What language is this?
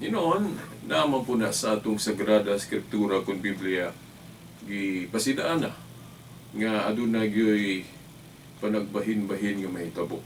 Cebuano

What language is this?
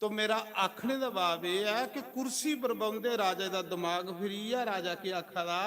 Dogri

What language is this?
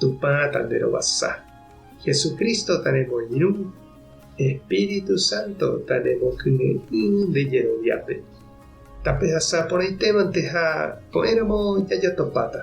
Guarani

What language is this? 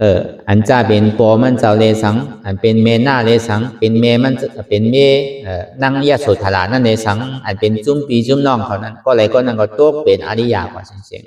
Shan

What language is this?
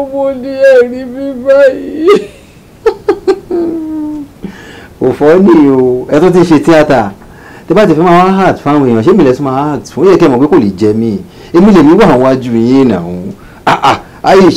Yoruba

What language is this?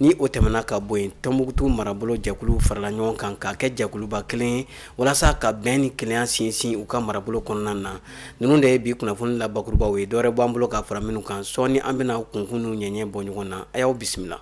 Bambara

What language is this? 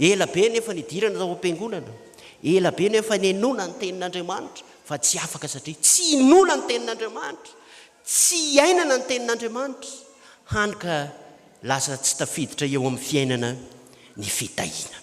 Malagasy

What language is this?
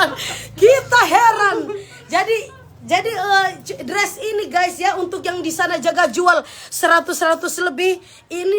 Manado Malay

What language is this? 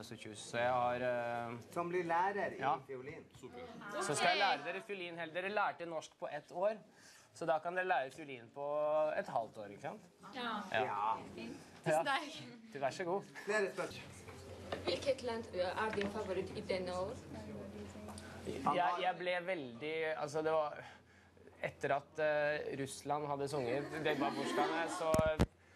Norwegian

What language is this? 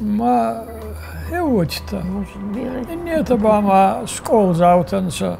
Ossetic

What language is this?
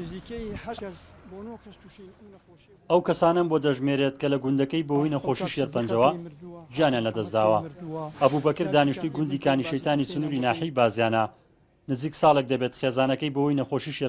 Central Kurdish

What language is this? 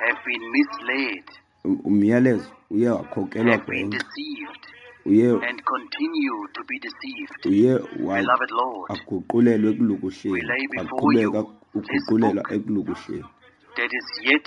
Xhosa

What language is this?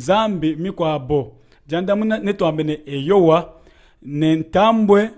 Luba-Lulua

